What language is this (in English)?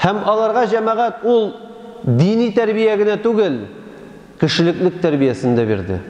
Tatar